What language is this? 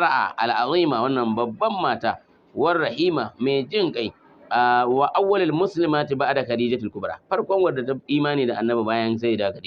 Hausa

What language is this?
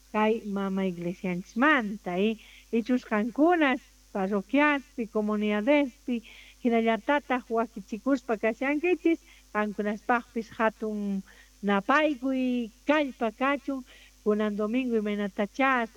Quechua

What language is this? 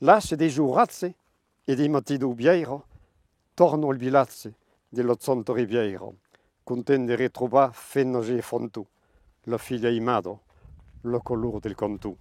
Occitan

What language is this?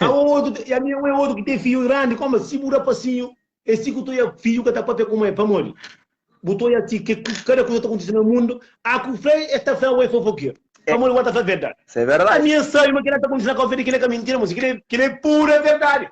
Kabuverdianu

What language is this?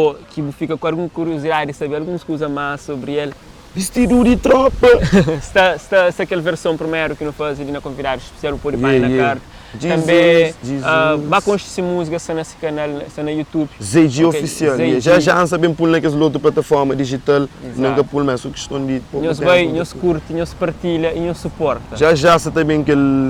Kabuverdianu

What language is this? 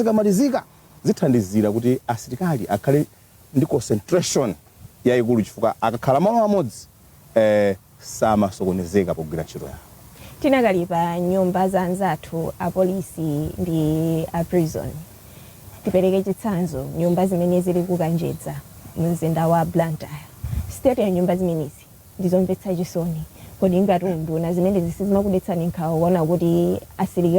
Nyanja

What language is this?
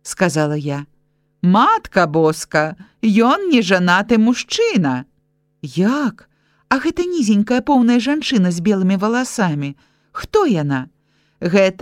Belarusian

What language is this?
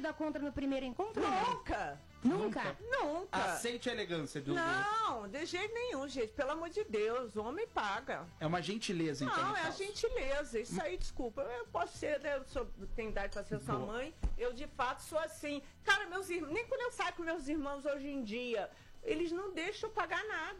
Portuguese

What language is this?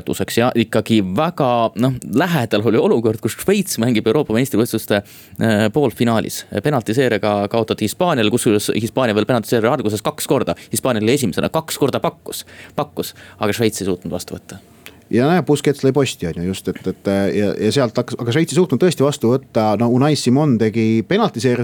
Estonian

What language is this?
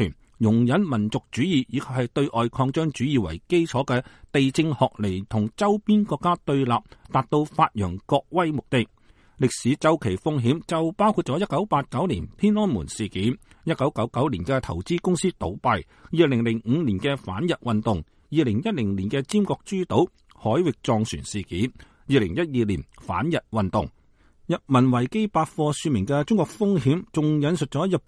Cantonese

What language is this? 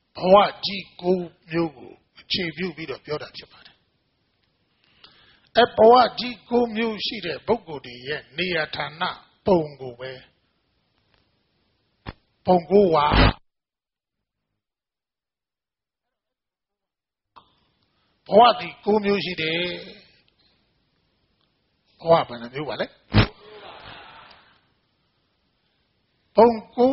Burmese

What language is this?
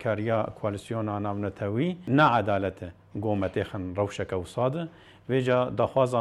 Kurdish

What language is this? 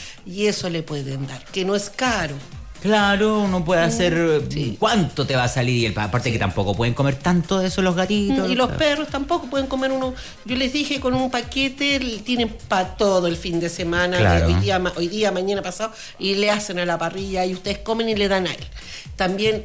Spanish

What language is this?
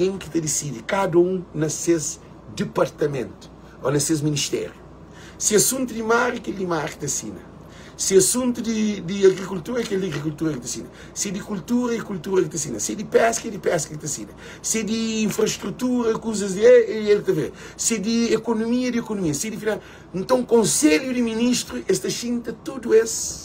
Kabuverdianu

